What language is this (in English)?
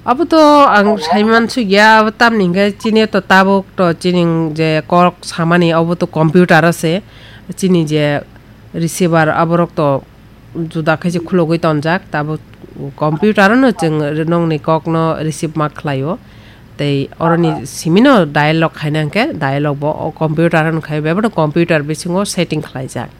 Kok Borok